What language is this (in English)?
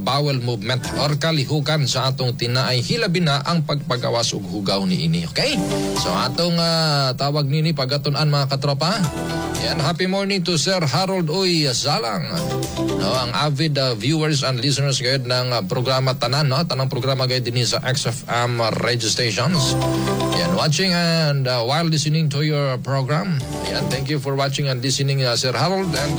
Cebuano